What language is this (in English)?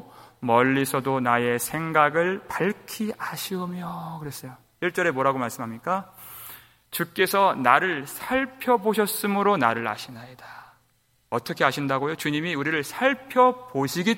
Korean